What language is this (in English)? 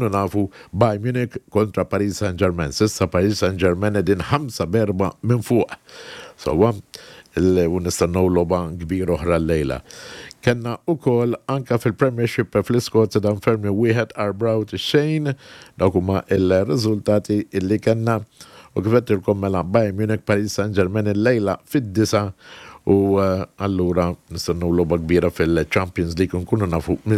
Maltese